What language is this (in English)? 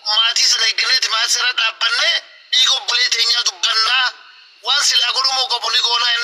Oromo